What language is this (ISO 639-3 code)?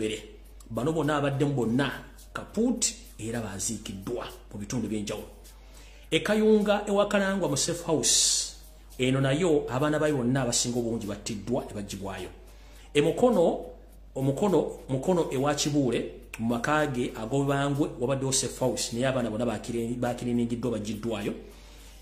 lug